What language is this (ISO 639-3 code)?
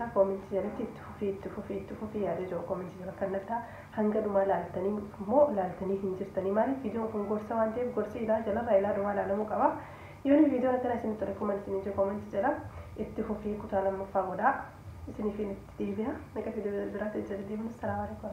orm